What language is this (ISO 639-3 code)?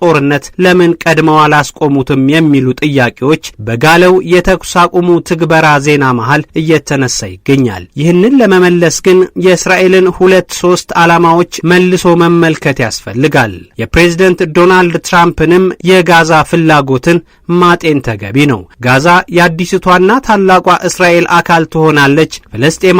amh